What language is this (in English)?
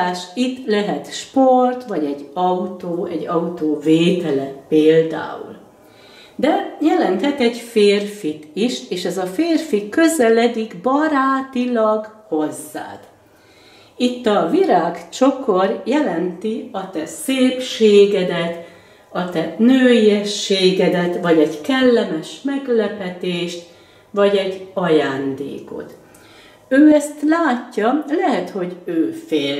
Hungarian